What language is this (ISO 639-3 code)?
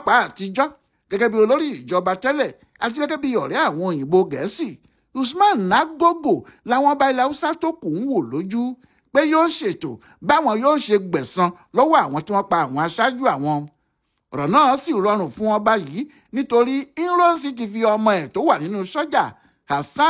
yor